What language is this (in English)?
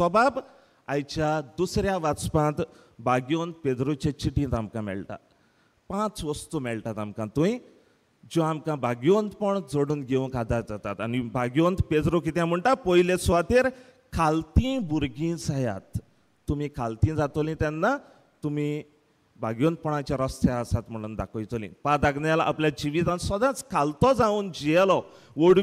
Konkani